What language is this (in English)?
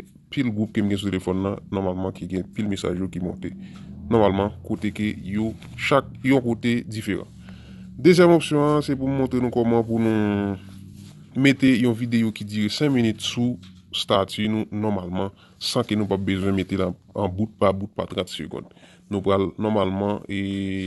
Haitian Creole